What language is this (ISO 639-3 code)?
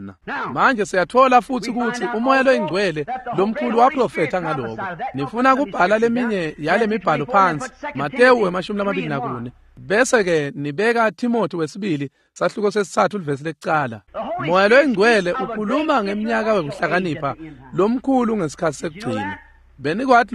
ssw